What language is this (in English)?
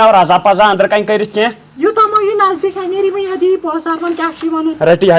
Kashmiri